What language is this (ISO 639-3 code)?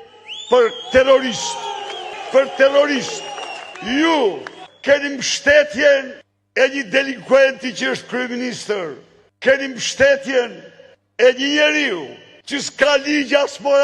sqi